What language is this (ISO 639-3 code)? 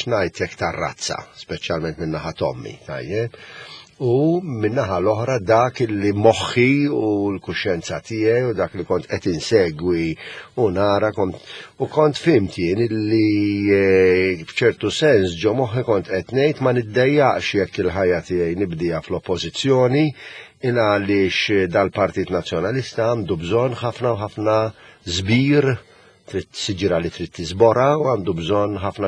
mlt